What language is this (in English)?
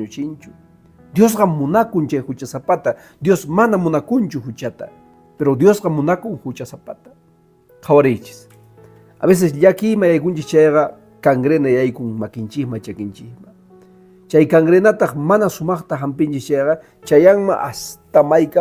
Quechua